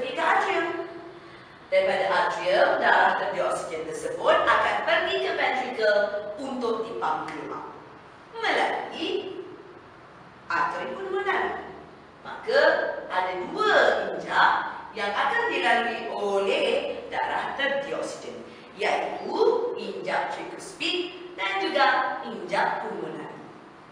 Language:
Malay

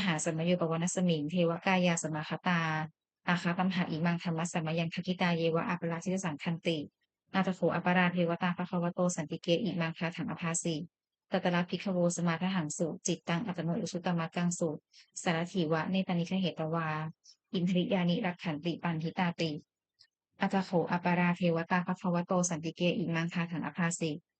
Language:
Pali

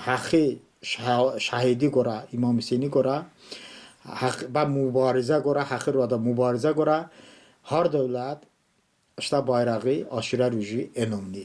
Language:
Talysh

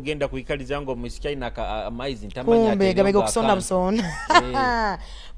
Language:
Nyoro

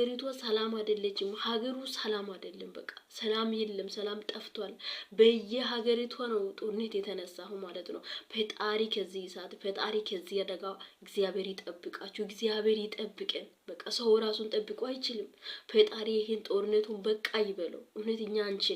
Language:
Amharic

